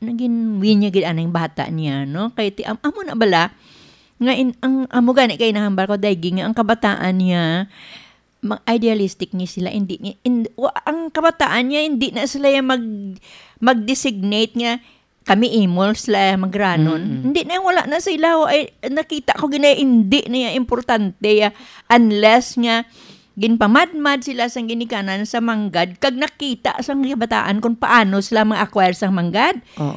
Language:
Hiligaynon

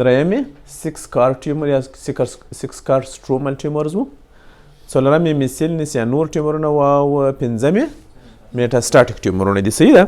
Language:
Pashto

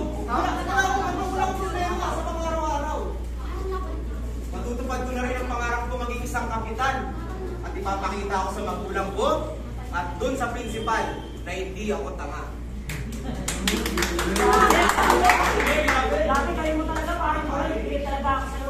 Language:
Filipino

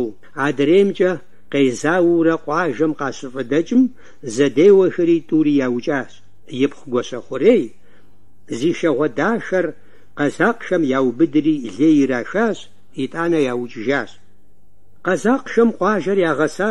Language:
Kabardian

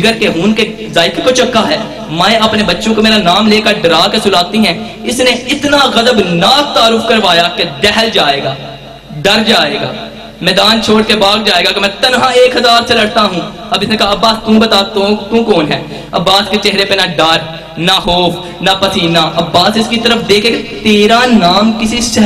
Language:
Urdu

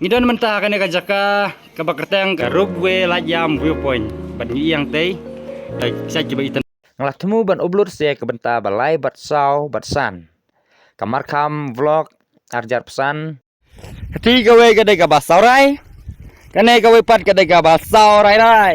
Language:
Khasi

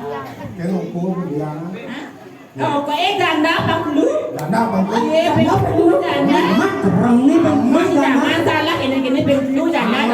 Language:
Balinese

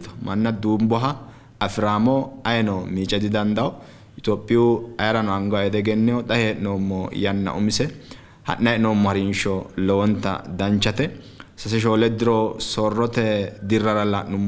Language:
Sidamo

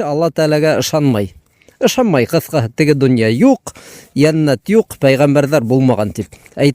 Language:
Bashkir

